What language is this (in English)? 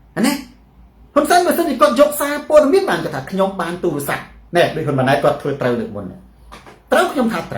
Khmer